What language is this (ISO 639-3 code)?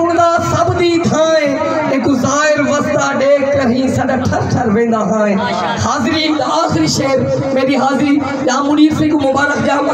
skr